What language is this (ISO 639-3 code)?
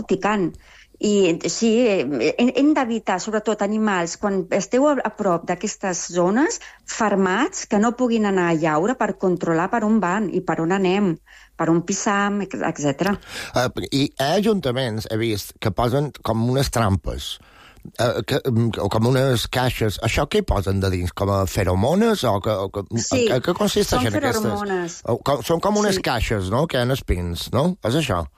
cat